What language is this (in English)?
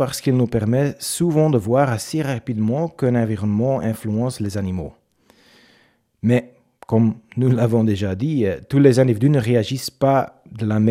French